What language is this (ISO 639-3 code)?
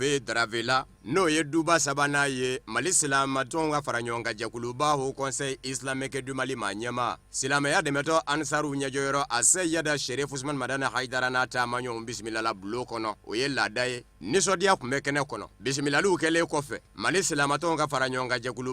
bam